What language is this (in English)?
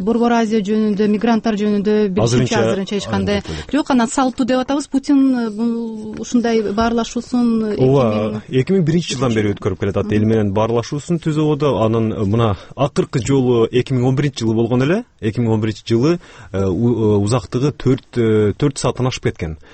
Kyrgyz